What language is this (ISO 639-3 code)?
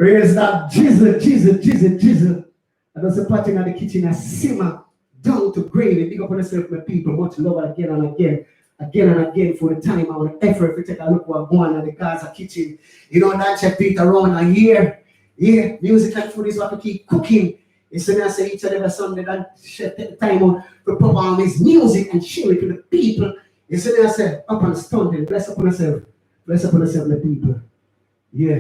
jam